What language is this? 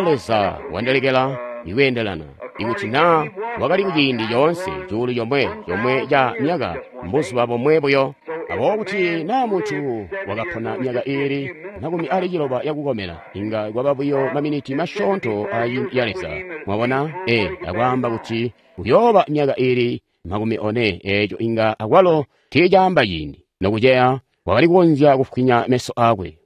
Tonga (Zambia)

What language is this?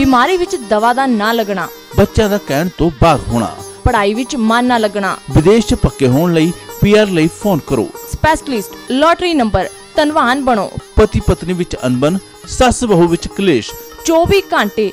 Punjabi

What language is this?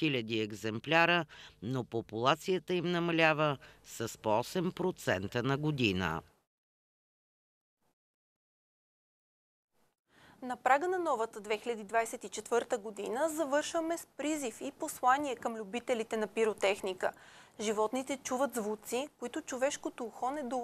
Bulgarian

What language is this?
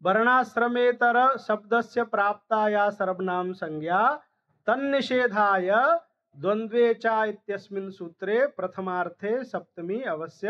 Sanskrit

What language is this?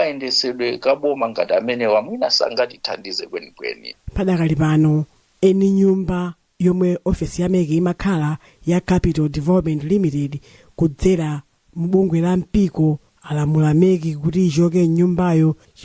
Nyanja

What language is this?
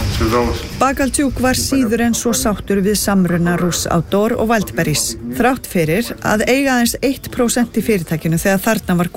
Icelandic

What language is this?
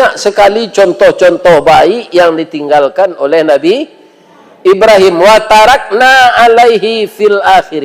Minangkabau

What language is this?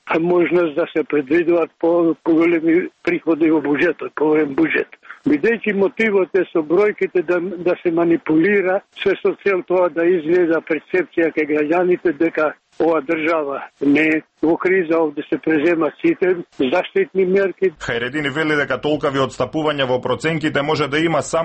Macedonian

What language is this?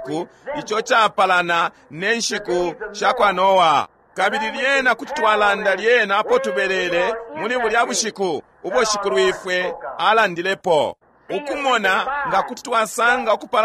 Bemba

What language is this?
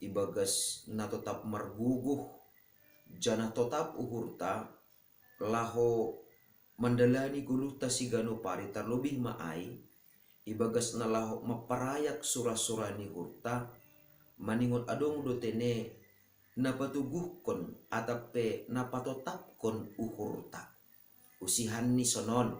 Batak Simalungun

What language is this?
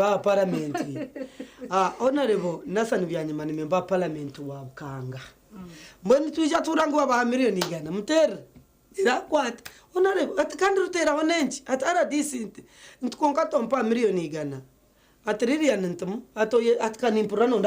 Nyankole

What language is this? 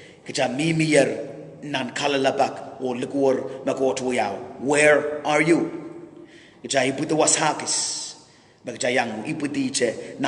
Pohnpeian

